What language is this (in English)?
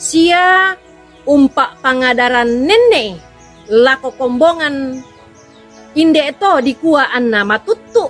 Toraja-Sa'dan